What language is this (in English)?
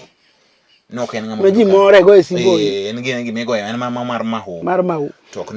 Luo (Kenya and Tanzania)